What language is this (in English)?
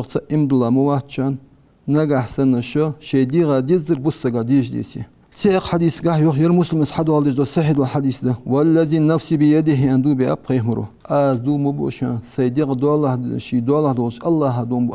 Ingush